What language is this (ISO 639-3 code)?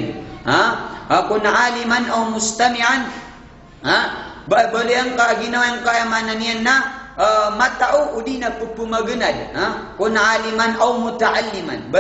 mrw